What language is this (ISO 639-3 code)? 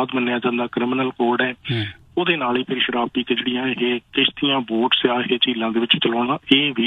pan